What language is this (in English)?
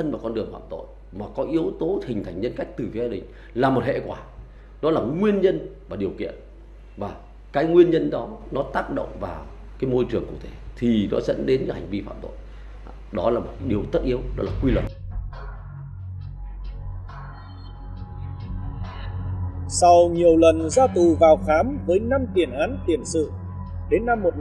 Vietnamese